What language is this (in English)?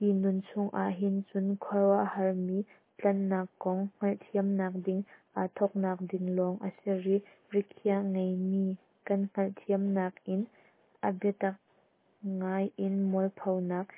Hakha Chin